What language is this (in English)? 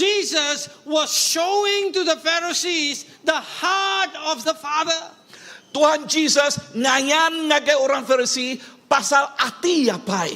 Iban